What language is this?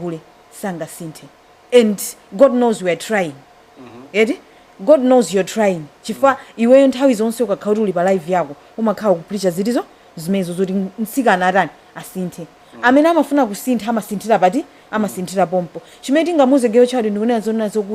Nyanja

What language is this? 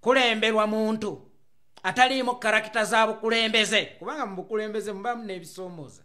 Ganda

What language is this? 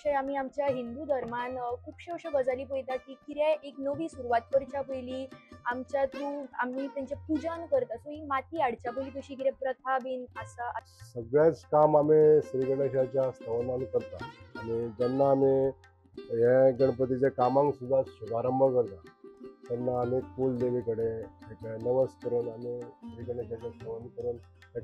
Konkani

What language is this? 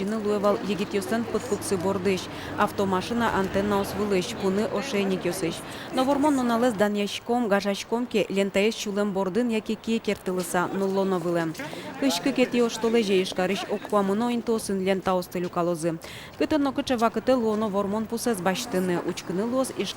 Udmurt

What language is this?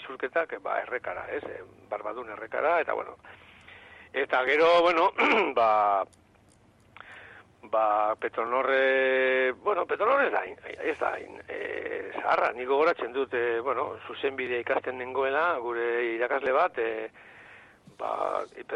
Basque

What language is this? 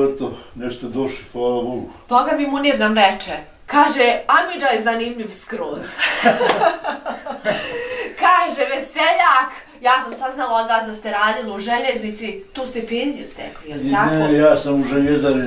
Bosnian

